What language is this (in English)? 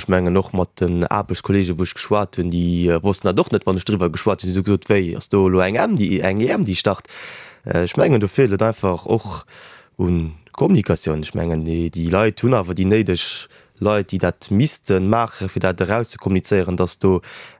Luxembourgish